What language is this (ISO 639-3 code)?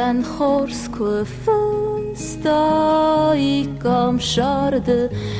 oss